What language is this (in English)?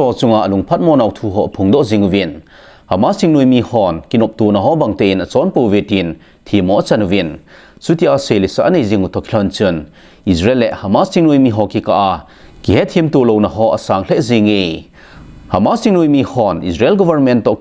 Thado Chin